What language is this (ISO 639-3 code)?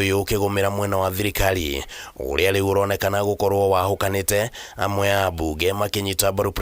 kik